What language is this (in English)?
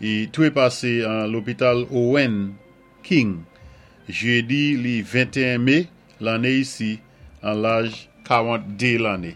Saint Lucian Creole French